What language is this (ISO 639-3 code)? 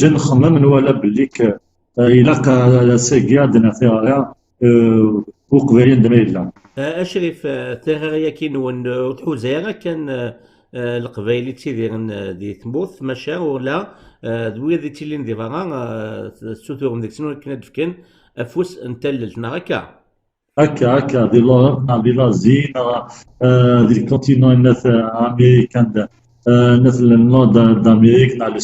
kab